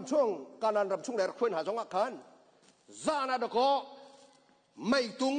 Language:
Hakha Chin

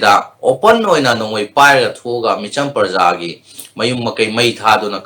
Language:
Manipuri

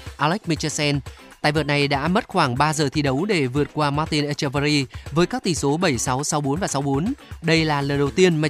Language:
Vietnamese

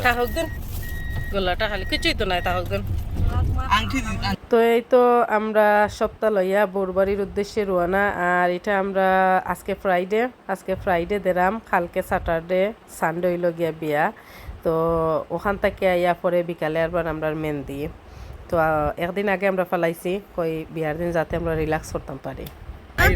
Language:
Sylheti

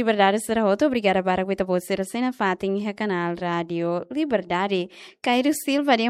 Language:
Tetum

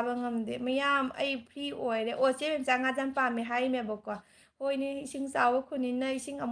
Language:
Manipuri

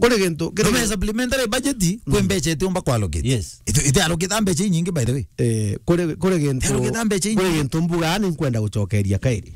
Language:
Meru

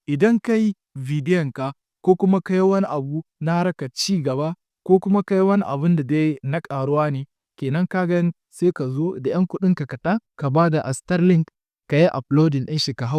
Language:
Hausa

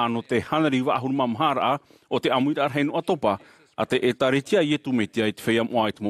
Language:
Tahitian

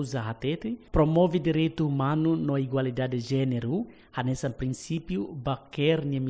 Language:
Tetum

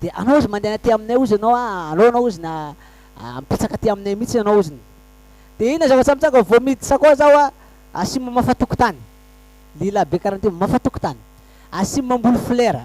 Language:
Malagasy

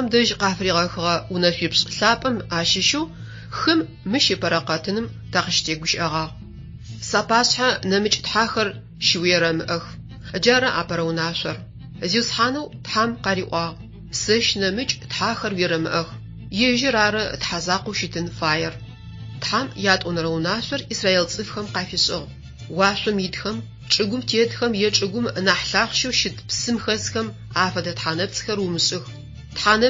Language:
Adyghe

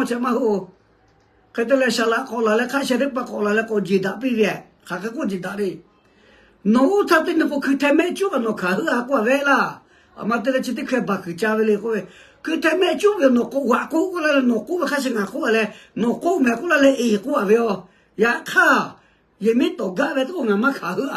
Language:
Lahu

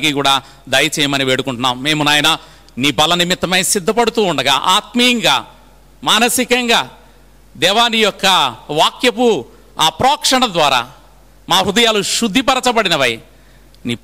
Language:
Telugu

